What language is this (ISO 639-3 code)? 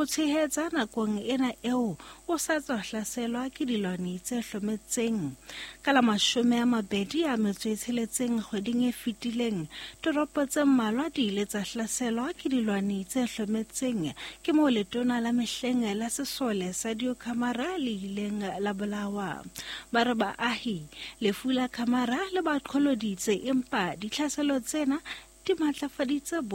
sot